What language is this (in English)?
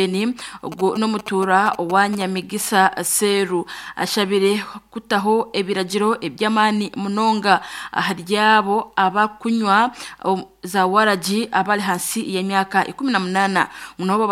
Nyankole